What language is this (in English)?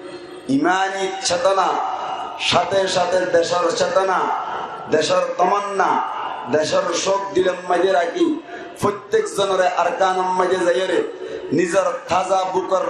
Rohingya